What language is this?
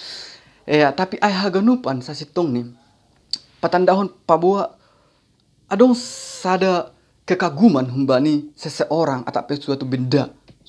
Batak Simalungun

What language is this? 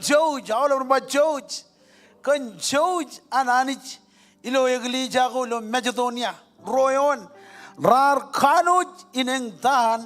Marshallese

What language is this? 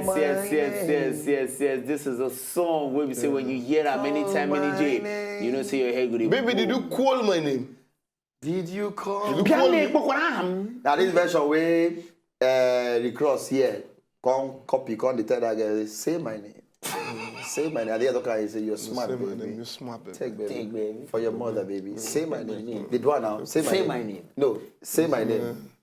Nigerian Pidgin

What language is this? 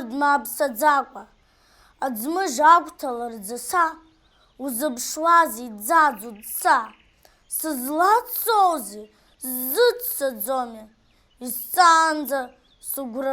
Abkhazian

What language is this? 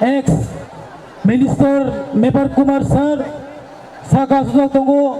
Kok Borok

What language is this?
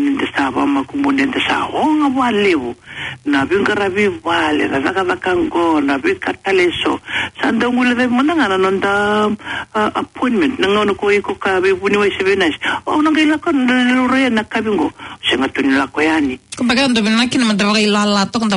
Fijian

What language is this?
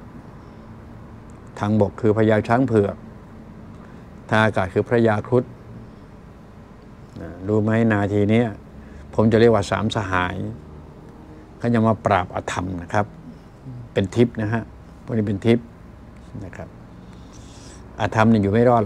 Thai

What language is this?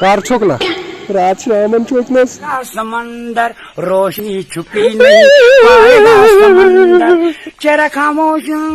Kashmiri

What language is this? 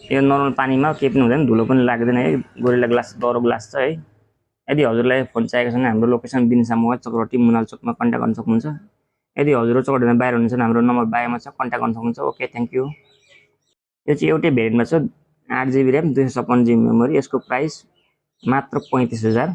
Nepali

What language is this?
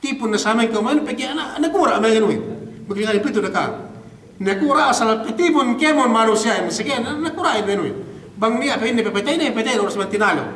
Yakan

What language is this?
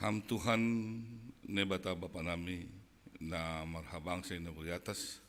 Batak Simalungun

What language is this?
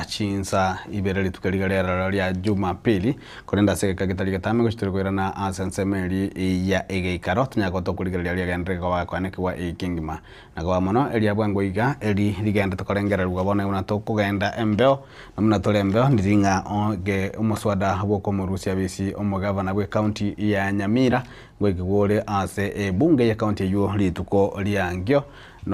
Gusii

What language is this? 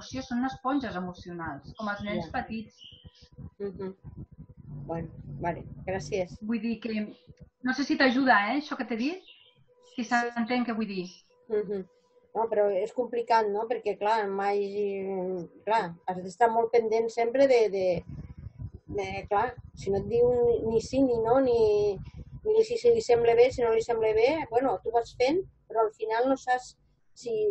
Catalan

